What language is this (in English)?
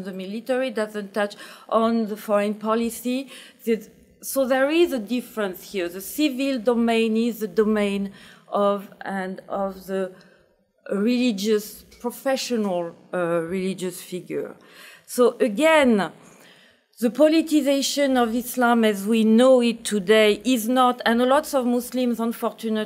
English